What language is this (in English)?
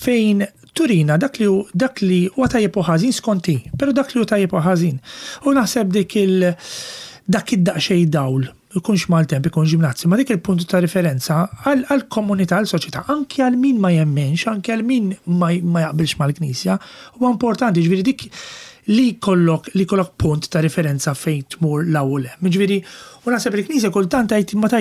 Maltese